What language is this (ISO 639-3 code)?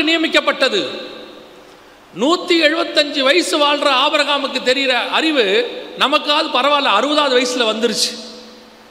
tam